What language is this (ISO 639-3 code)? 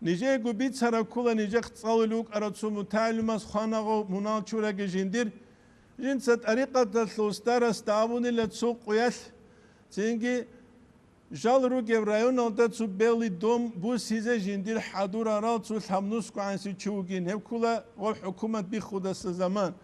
ava